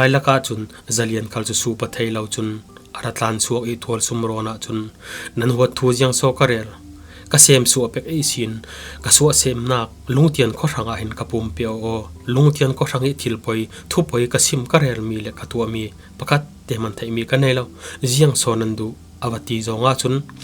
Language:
Falam Chin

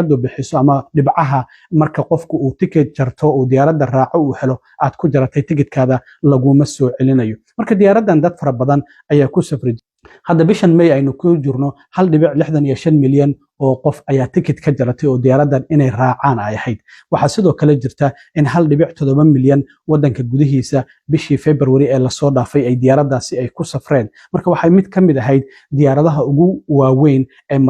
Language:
Somali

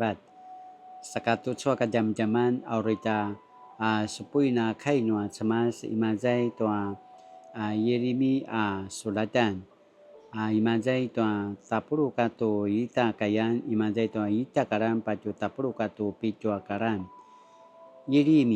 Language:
Paiwan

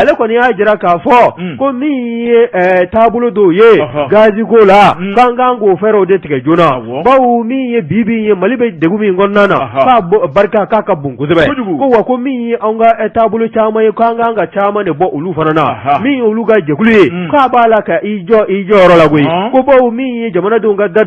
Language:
Bambara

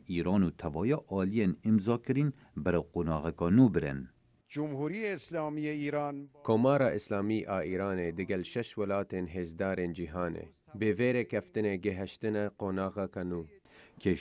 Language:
Kurdish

